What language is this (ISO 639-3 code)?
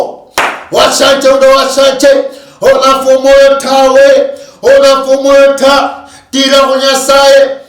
luy